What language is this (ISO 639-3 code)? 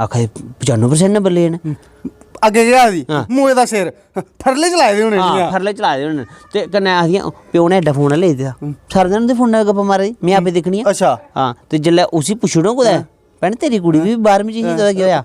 doi